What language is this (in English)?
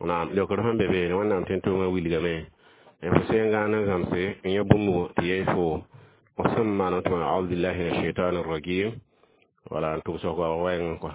Mossi